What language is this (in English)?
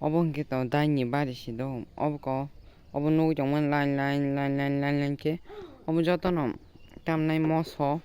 Kok Borok